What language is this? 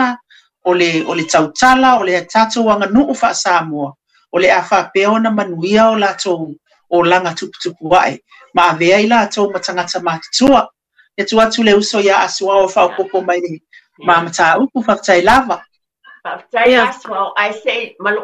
Samoan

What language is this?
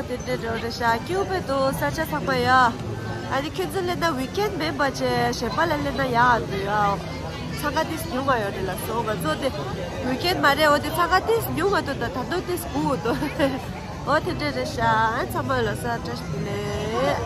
Tibetan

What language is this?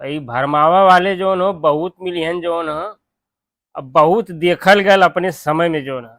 Bhojpuri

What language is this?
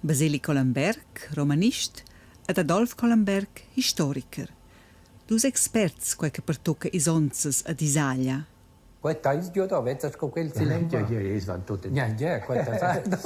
Romansh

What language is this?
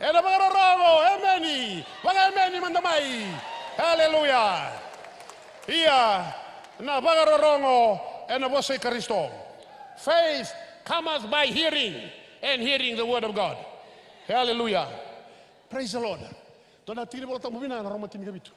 Fijian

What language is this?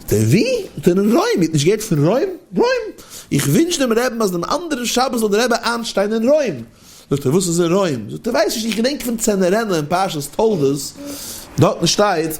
Yiddish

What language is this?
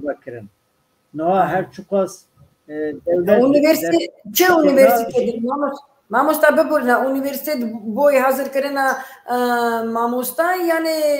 Kurdish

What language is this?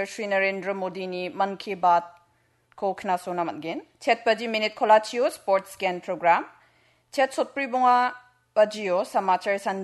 Garo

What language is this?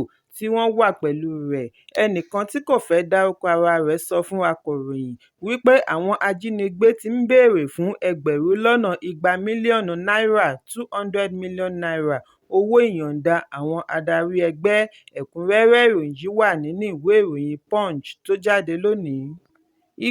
Yoruba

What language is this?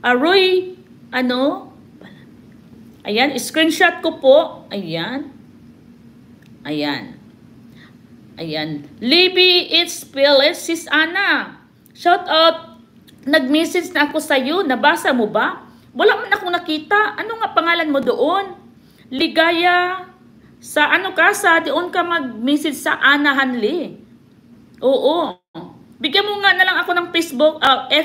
Filipino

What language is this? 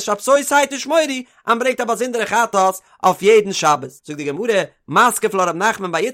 Yiddish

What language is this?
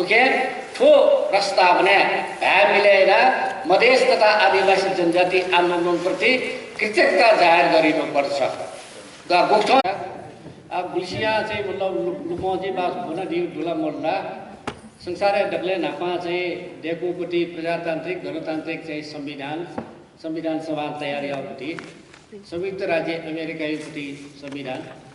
Newari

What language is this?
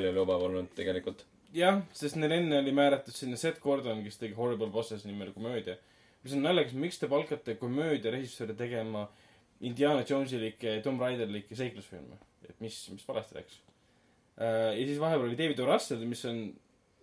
Estonian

